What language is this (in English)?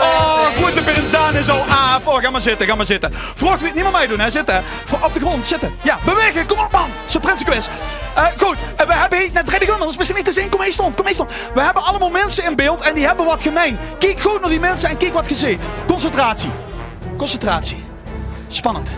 Limburgish